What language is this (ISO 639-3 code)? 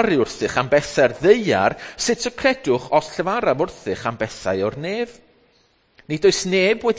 cym